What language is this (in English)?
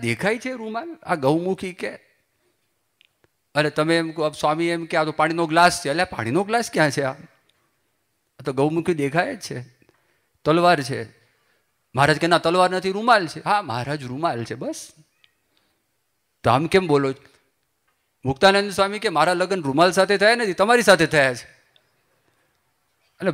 Gujarati